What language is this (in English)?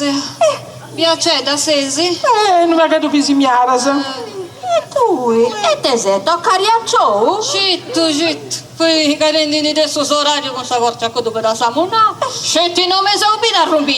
Sardinian